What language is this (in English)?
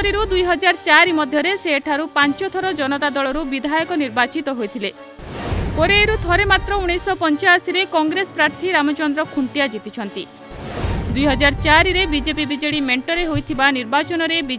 Odia